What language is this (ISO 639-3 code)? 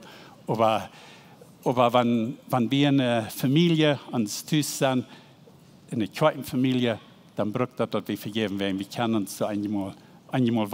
pdt